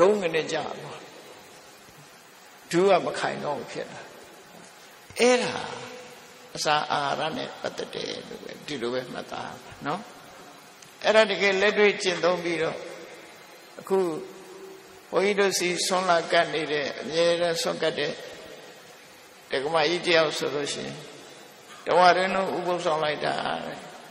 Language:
Burmese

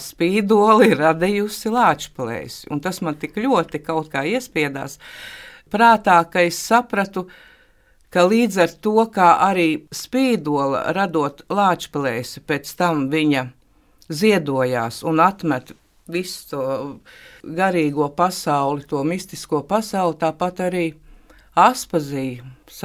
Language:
Latvian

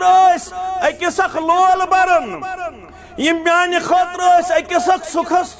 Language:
Kashmiri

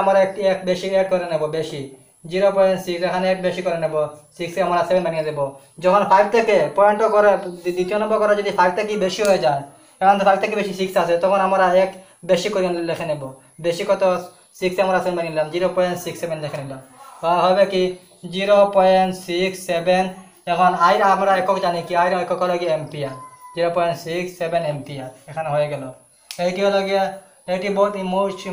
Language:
Bangla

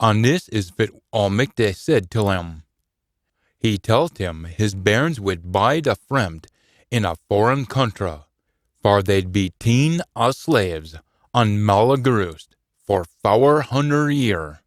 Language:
Scots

